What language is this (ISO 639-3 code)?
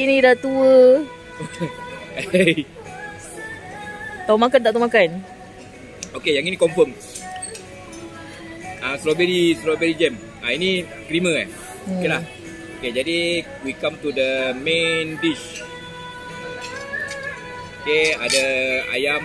msa